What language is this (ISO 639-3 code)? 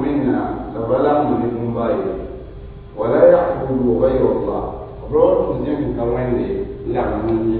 mos